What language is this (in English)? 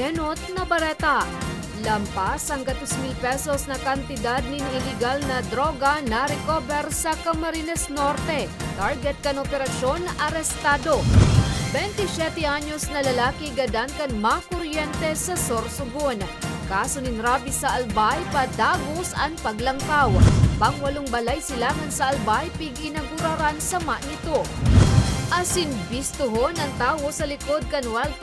Bikol